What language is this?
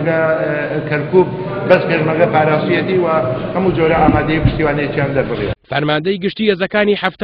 Central Kurdish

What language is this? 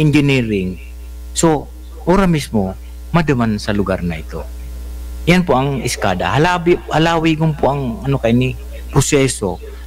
Bikol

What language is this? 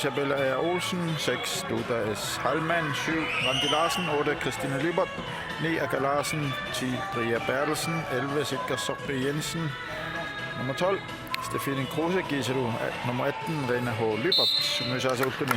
Kalaallisut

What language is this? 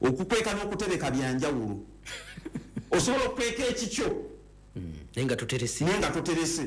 Ganda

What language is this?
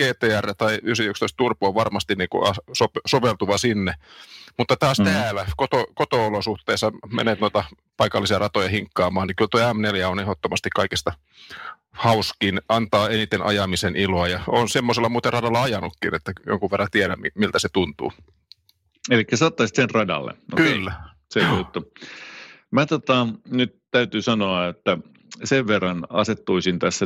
Finnish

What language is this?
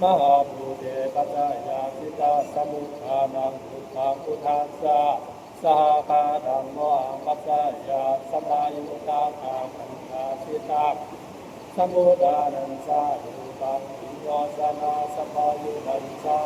Pali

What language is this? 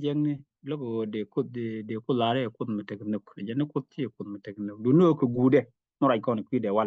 Nuer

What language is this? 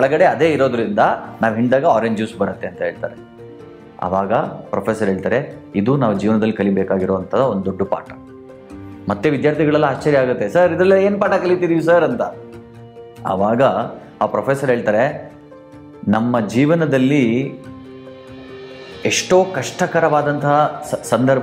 Kannada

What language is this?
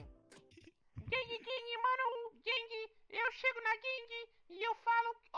Portuguese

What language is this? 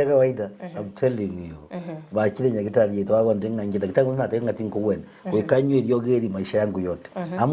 Gusii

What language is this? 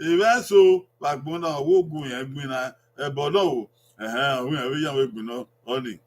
Bini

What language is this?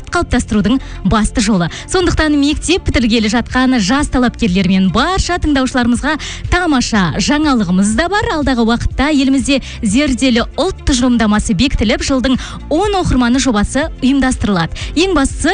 Kazakh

